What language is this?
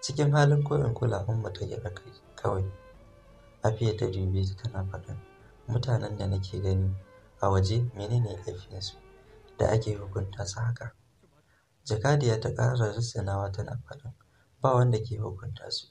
Hausa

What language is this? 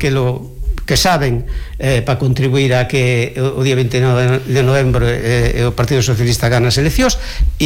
Galician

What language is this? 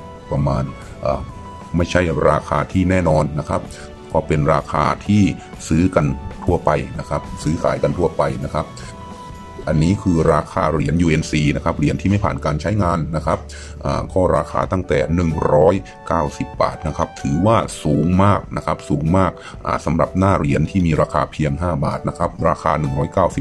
Thai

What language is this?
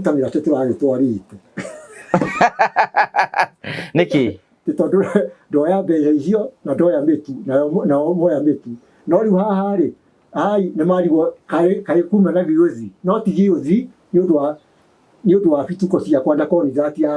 Kikuyu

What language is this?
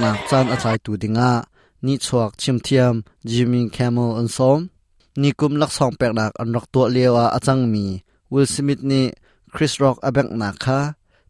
Hakha Chin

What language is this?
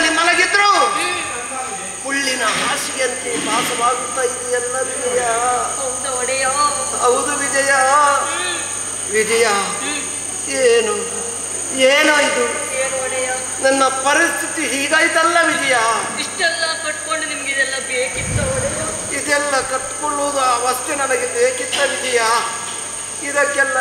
Kannada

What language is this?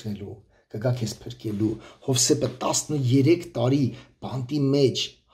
Armenian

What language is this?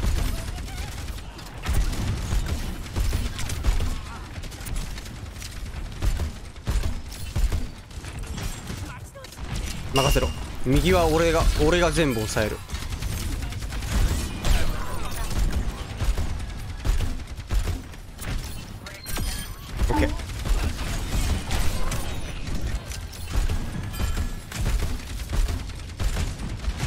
Japanese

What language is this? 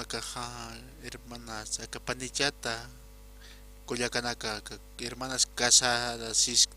Aymara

